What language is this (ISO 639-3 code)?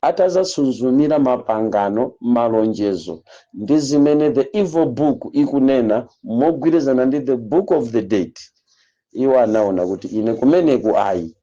nya